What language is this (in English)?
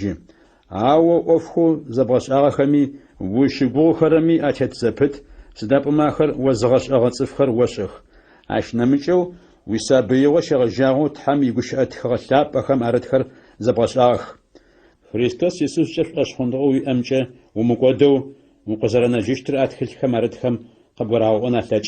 Adyghe